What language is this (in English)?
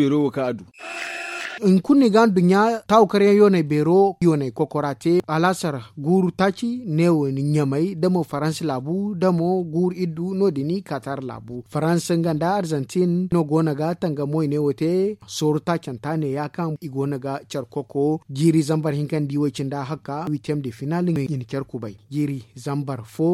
Zarma